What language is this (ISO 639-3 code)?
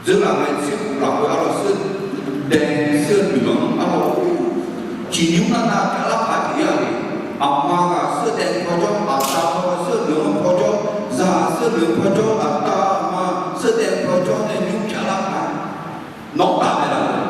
ahk